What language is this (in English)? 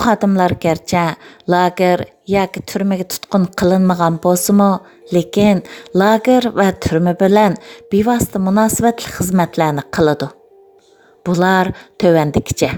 Uyghur